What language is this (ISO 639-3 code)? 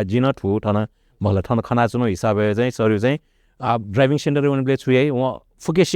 new